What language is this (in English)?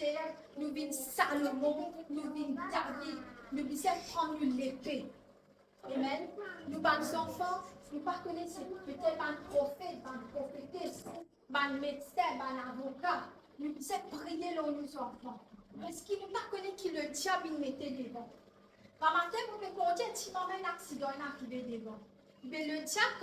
Morisyen